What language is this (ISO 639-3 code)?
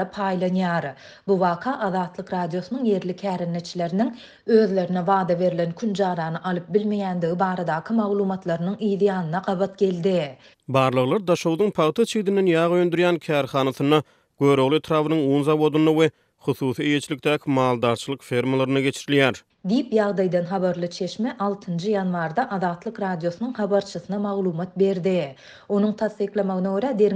tuk